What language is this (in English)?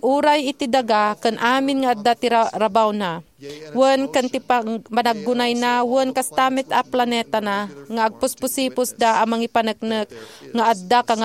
Iloko